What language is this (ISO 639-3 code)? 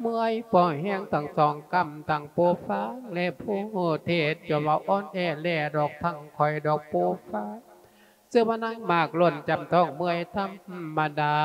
lao